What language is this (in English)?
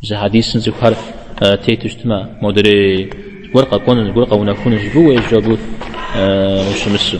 Kabardian